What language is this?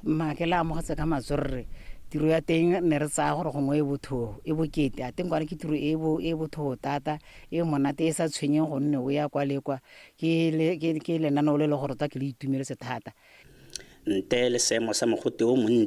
Tswana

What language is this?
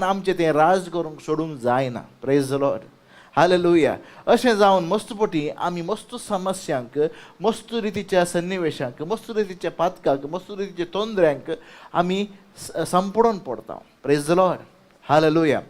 Konkani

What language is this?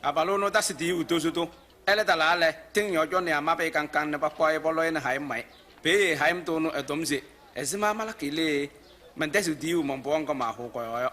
Kabiyè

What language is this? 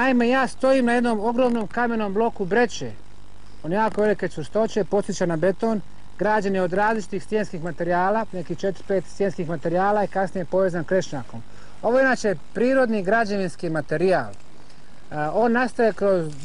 Bosnian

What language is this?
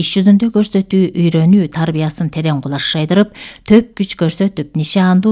Kyrgyz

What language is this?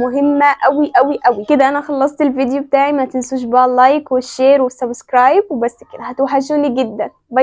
Egyptian Arabic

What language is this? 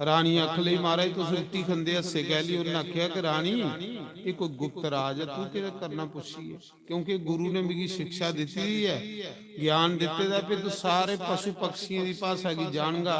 Dogri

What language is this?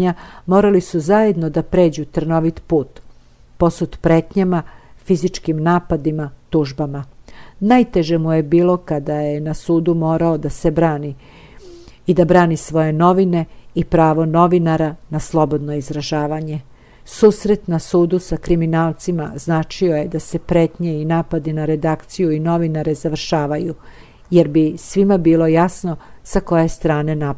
Serbian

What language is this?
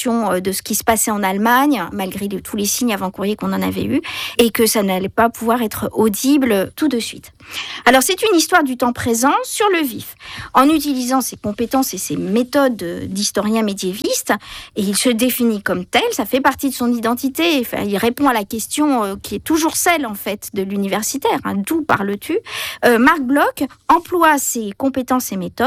French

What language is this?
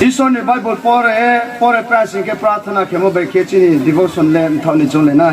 Riang (India)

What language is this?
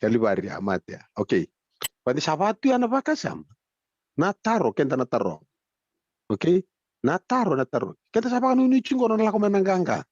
Fijian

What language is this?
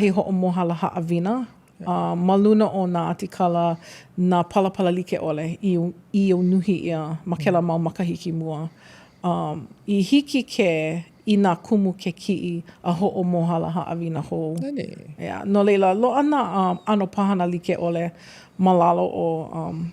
Hawaiian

